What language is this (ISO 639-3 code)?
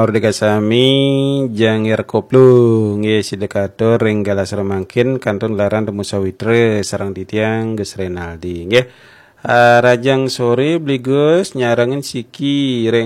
ban